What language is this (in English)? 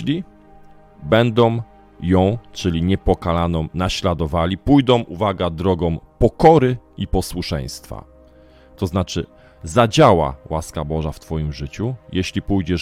Polish